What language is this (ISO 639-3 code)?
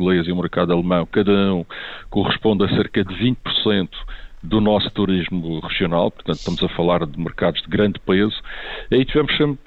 por